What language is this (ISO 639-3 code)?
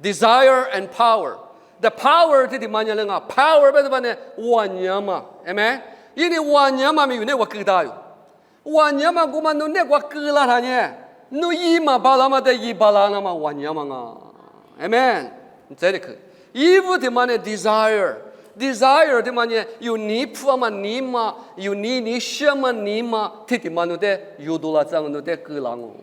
lis